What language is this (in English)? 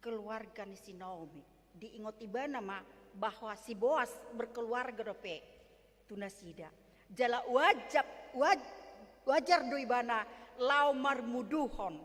Batak Toba